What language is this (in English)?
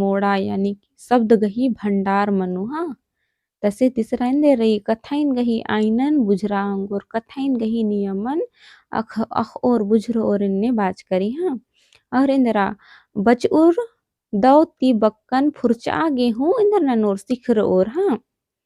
Kurukh